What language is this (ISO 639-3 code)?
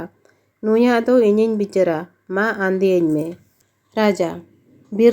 sat